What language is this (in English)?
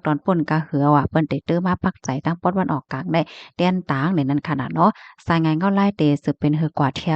Shan